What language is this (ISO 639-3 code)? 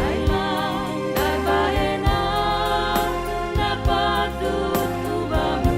bts